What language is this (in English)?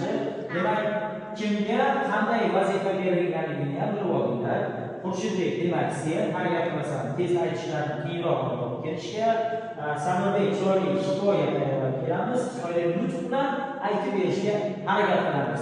Uzbek